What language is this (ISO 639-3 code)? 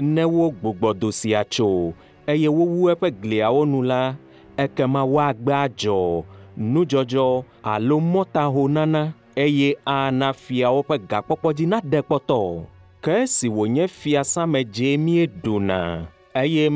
ewe